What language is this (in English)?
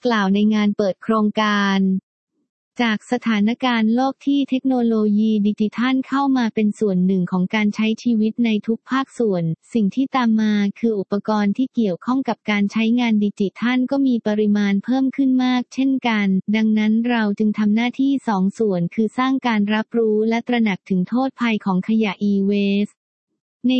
Thai